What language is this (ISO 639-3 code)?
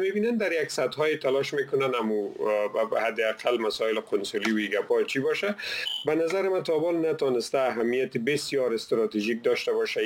fas